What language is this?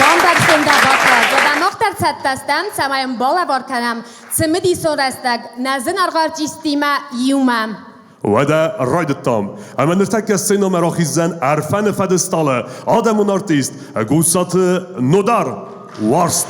Ossetic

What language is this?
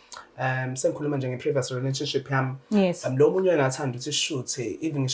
Zulu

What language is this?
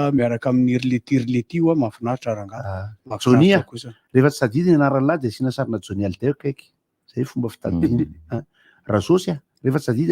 Malagasy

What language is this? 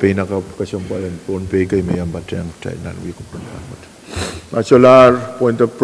Pohnpeian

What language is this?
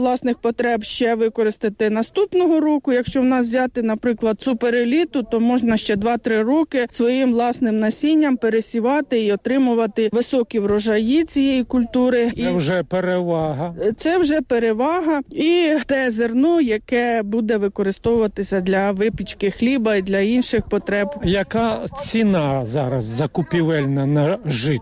Ukrainian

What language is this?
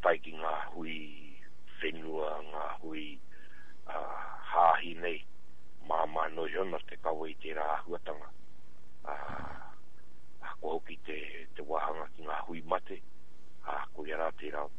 Māori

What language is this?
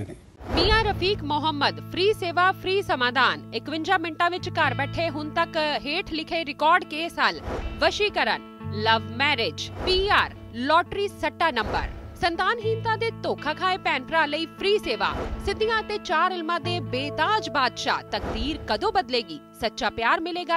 Punjabi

